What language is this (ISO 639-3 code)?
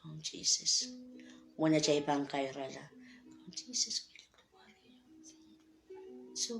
pon